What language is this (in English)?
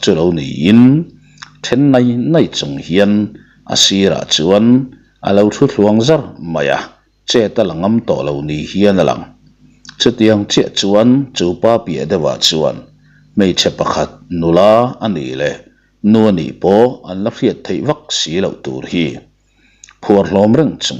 Mizo